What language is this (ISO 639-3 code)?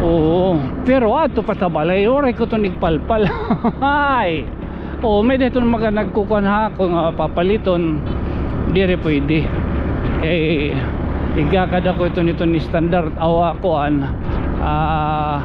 war